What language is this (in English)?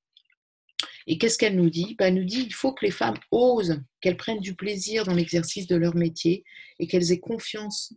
French